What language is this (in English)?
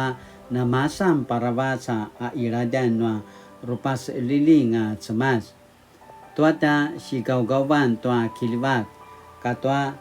Paiwan